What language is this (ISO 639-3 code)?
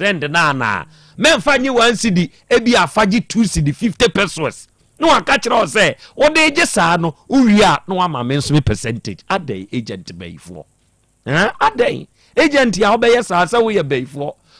aka